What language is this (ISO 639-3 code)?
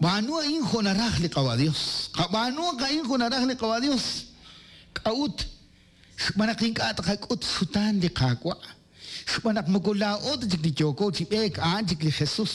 kek